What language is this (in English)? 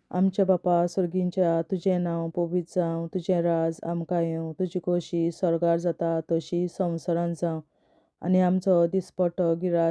Konkani